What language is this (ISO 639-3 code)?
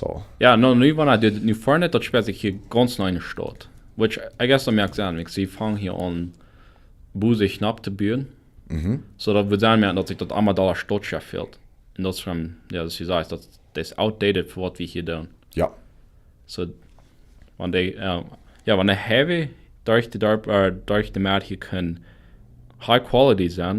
pdt